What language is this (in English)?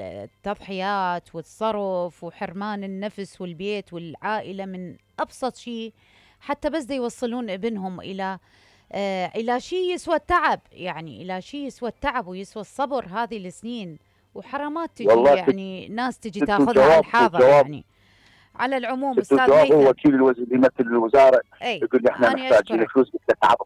Mesopotamian Arabic